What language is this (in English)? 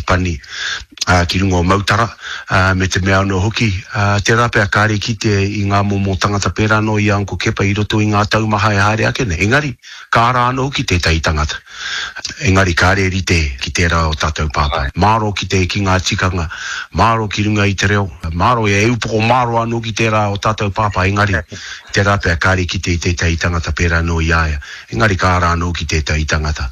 Māori